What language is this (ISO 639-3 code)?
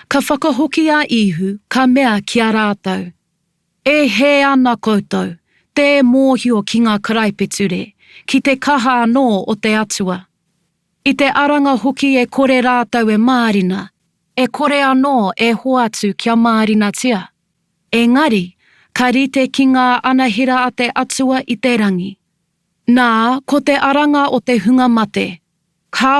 mri